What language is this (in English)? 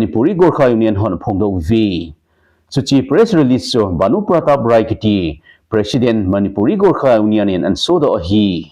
Thado Chin